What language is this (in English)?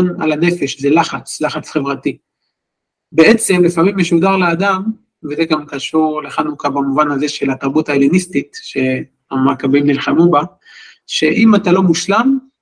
Hebrew